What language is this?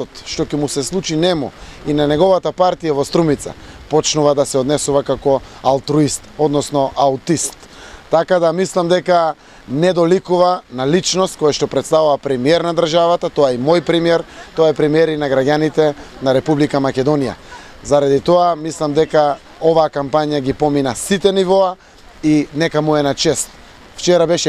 Macedonian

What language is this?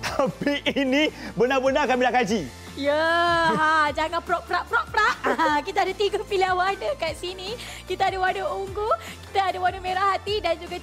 Malay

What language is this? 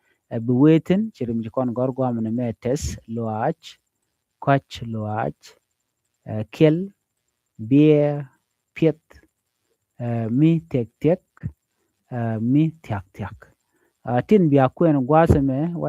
Nuer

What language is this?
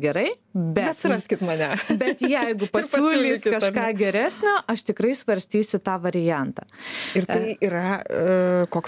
Lithuanian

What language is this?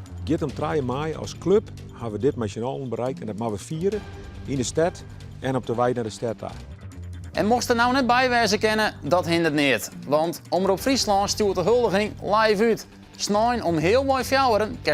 Western Frisian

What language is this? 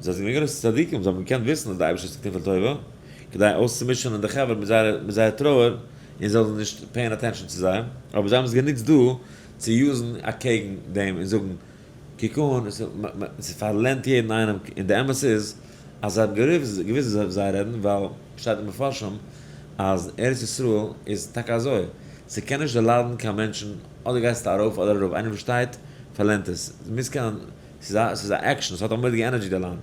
Yiddish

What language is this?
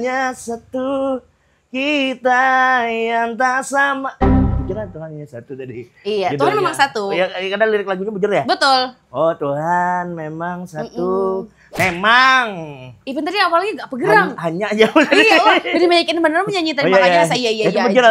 Banjar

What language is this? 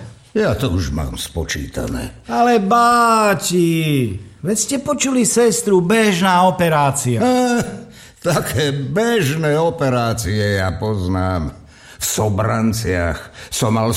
Slovak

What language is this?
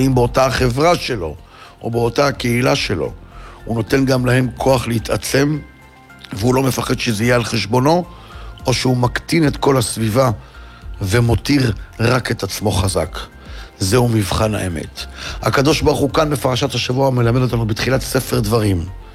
Hebrew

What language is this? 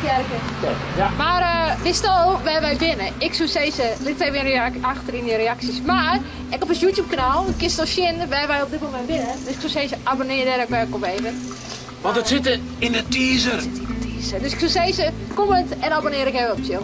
Western Frisian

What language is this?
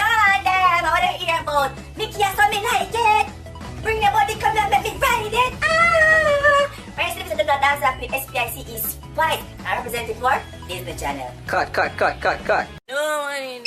Jamaican Creole English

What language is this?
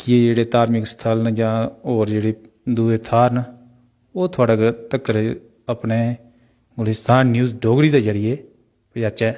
Dogri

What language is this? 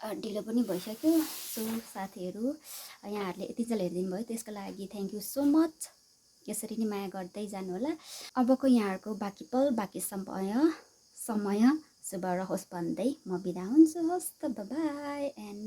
Nepali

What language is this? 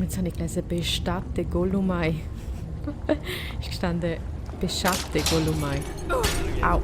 Swiss German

